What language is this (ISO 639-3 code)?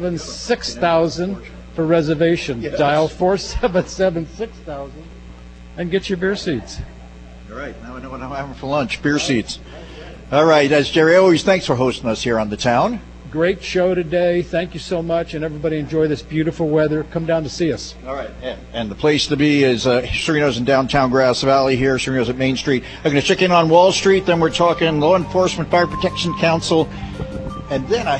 eng